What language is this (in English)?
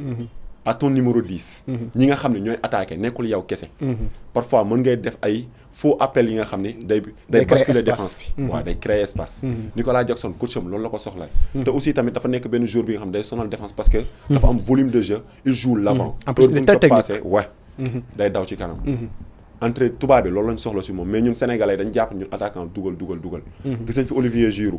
Wolof